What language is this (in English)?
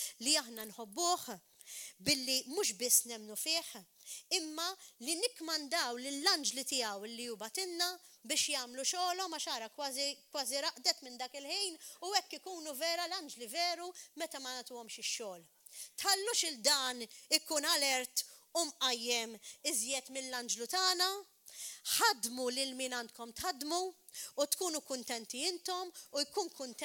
Maltese